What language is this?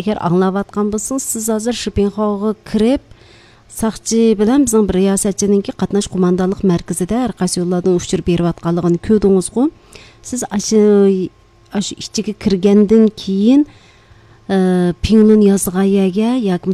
Uyghur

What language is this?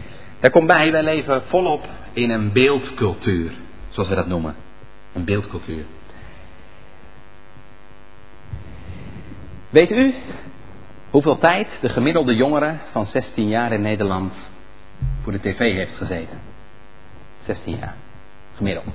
Dutch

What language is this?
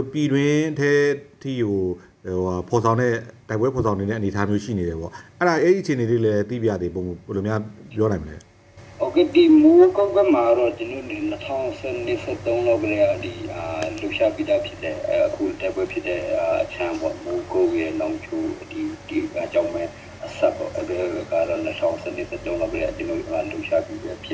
Burmese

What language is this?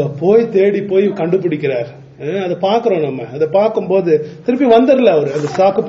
Tamil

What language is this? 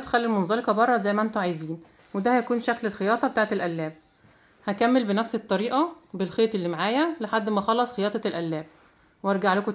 Egyptian Arabic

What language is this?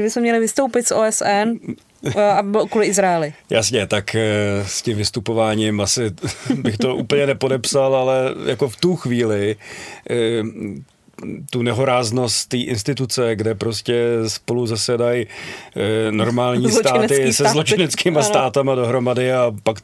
Czech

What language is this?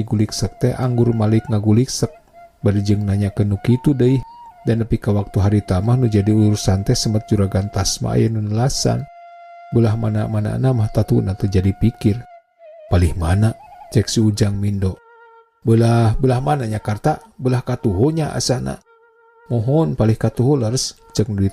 Sundanese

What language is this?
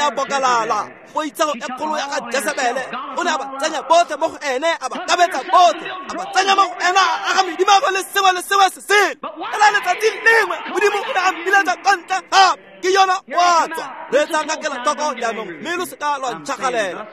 Tswana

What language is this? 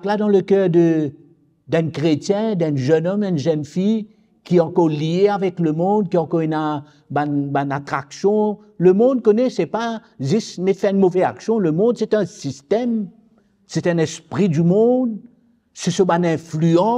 Morisyen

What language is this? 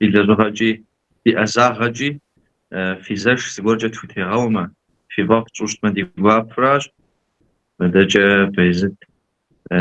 Kabardian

